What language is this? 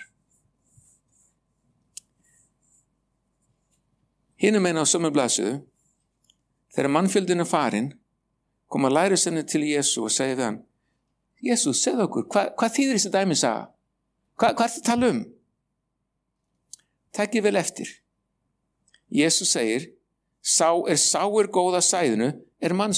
Icelandic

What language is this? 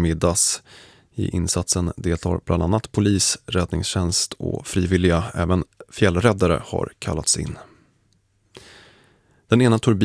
Swedish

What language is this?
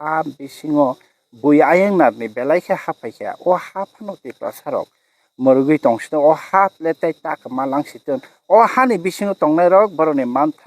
Kok Borok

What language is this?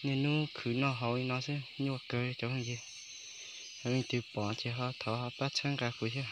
Hmong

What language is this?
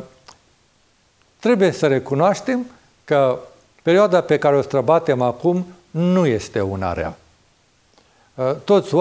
Romanian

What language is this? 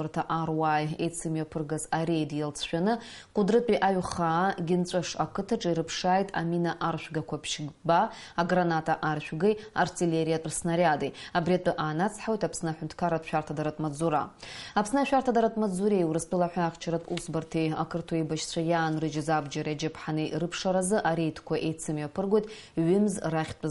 Abkhazian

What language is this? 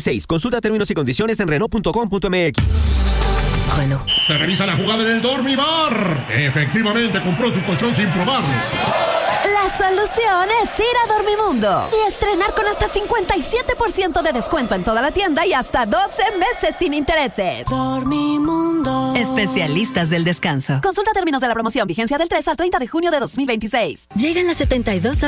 Spanish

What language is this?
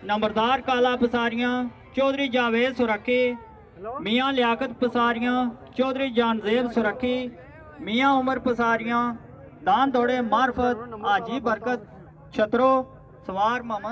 Pahari-Potwari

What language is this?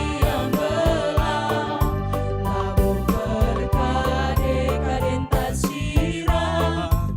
Batak Karo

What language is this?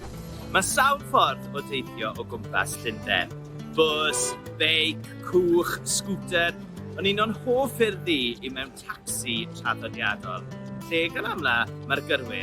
Welsh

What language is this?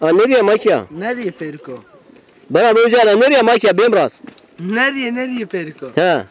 Zaza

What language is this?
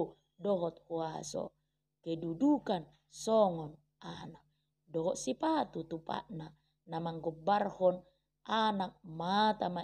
Batak Toba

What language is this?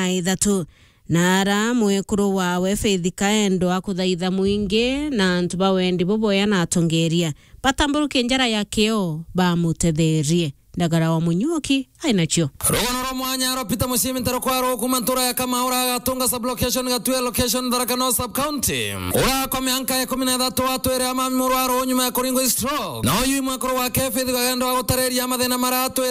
Meru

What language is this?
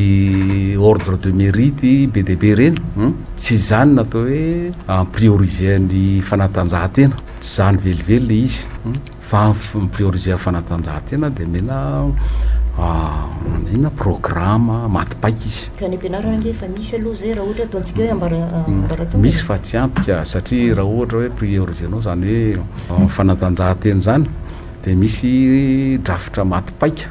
Malagasy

